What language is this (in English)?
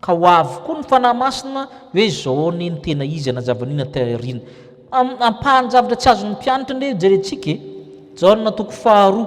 Malagasy